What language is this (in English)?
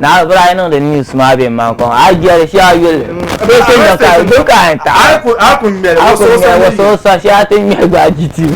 Dagbani